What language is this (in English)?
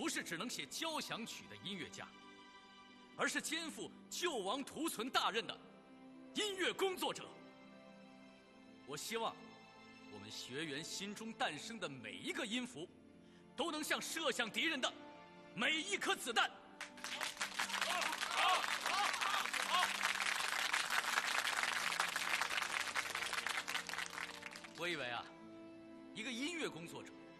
Chinese